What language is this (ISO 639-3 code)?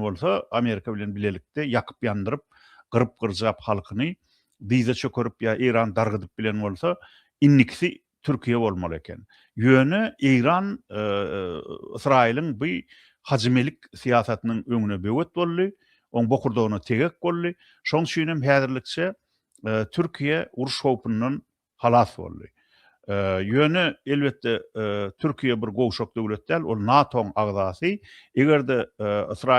tuk